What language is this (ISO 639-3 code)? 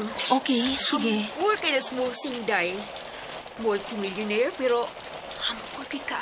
ceb